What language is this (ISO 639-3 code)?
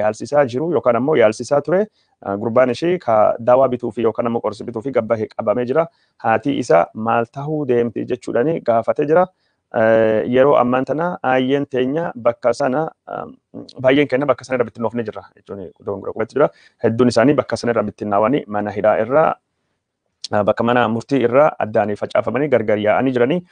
orm